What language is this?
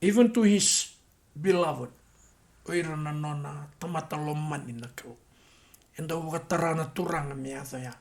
Fijian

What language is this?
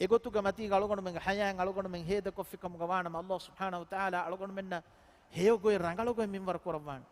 Divehi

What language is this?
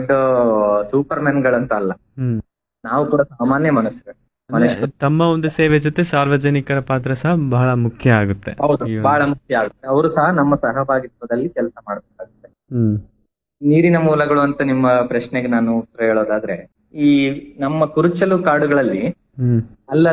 Kannada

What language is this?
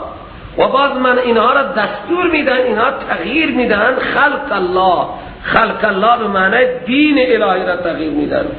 Persian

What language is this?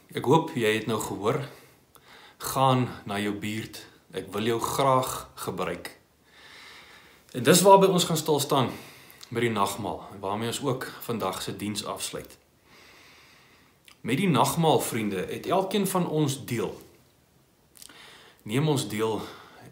Afrikaans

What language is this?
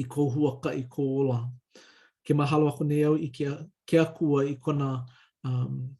Hawaiian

